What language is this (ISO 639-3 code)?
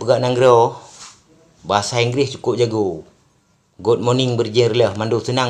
ace